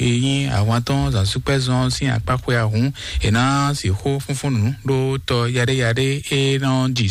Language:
Fon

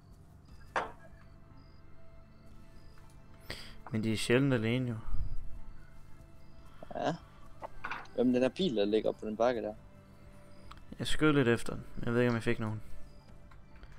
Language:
Danish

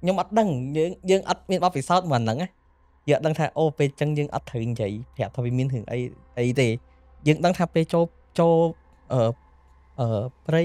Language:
Khmer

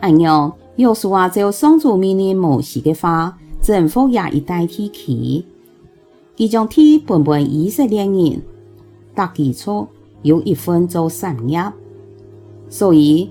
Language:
Hakka Chinese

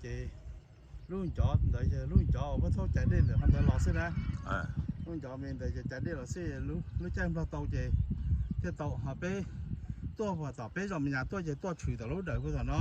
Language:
Hmong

